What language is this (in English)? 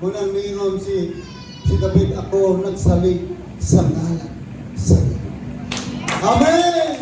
Cebuano